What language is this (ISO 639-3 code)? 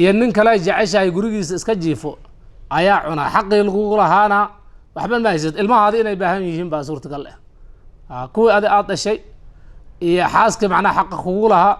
som